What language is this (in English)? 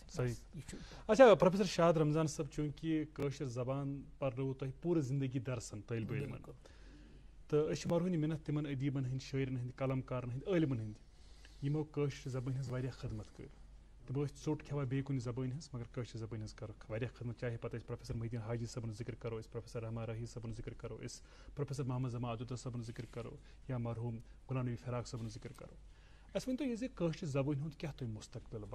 Kashmiri